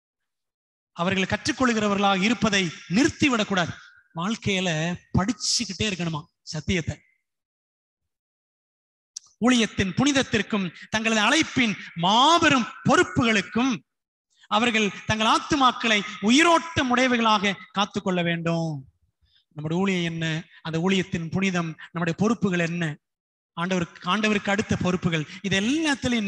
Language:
Tamil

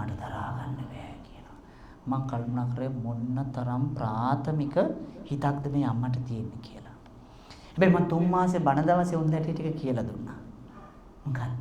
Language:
Sinhala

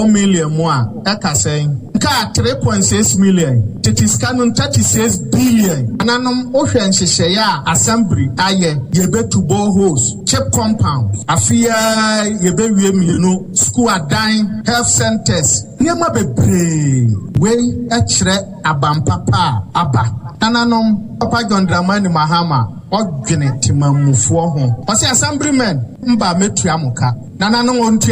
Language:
Akan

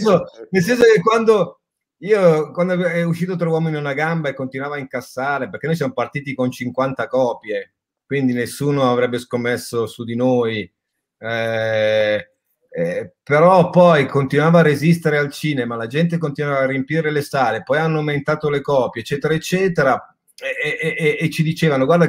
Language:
Italian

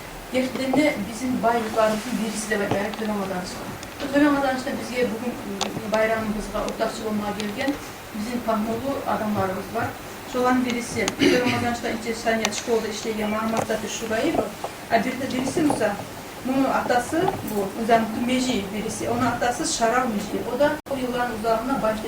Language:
Kumyk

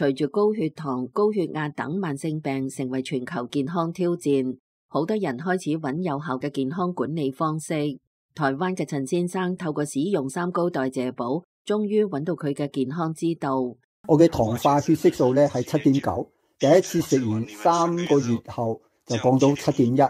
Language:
Cantonese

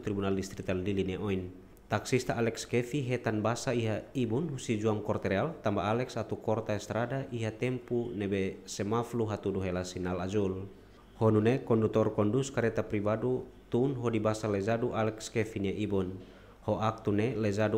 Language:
Tetum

